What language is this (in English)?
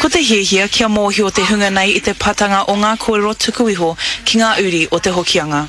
Māori